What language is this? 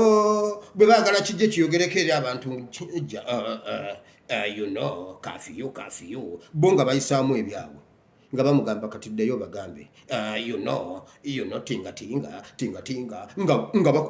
Ganda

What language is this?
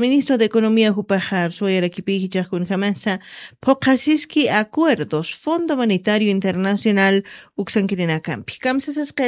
Aymara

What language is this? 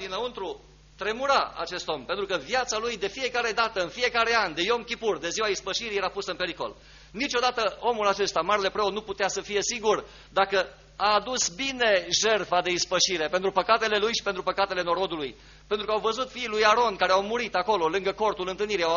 Romanian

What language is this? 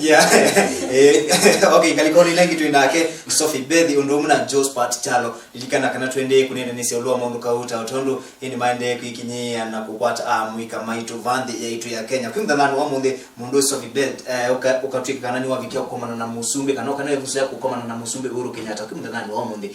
Kamba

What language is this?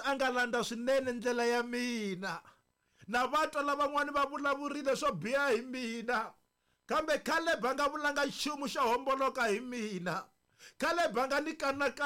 Tsonga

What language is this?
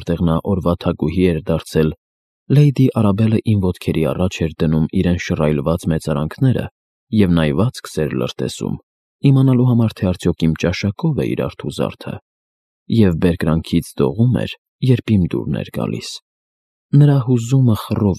Armenian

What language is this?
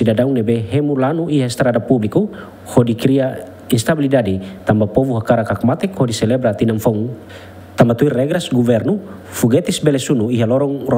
Tetum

